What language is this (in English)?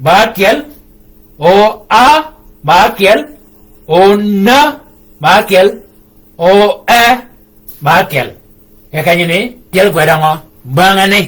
Shilluk